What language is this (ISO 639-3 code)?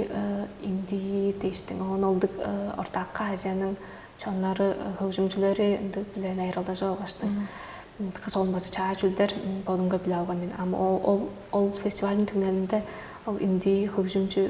tyv